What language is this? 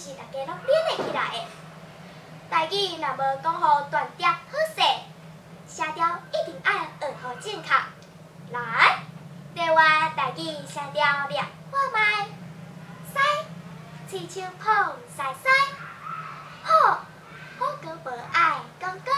Min Nan Chinese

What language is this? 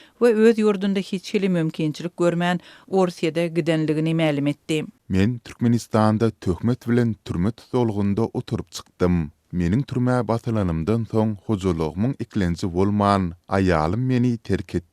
Turkmen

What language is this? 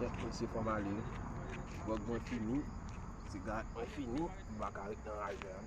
Haitian Creole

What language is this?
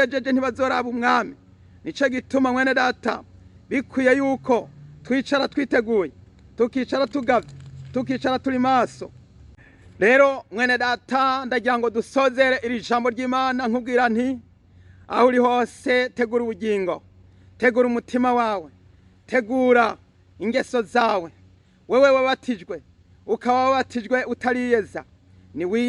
Rundi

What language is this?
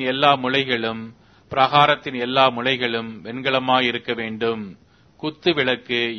Tamil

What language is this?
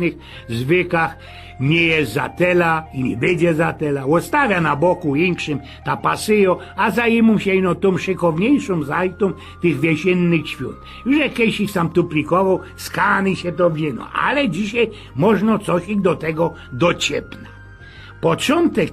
Silesian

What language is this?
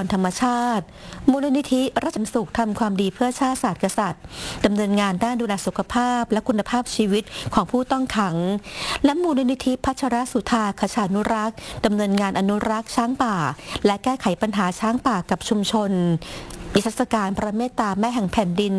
Thai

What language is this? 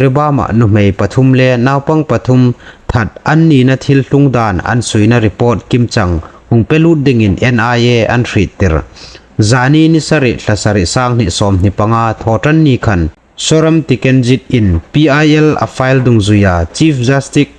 Hmar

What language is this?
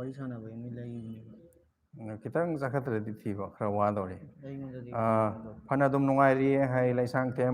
Manipuri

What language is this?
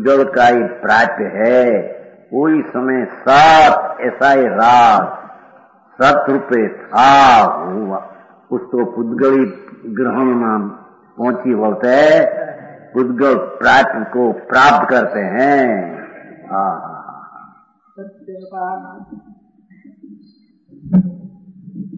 Hindi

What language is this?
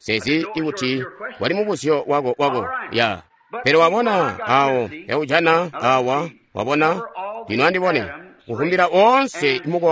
Tonga (Zambia)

